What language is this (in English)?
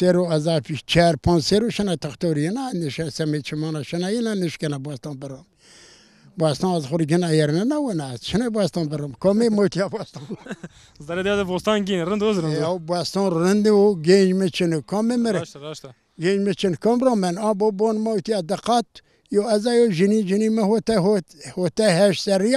Zaza